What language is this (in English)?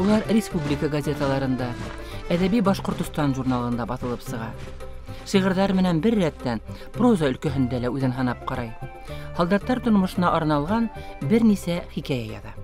Bashkir